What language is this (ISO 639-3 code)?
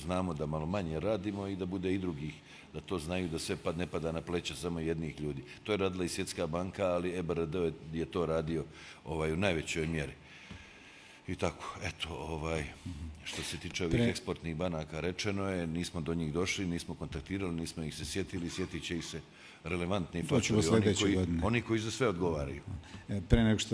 bos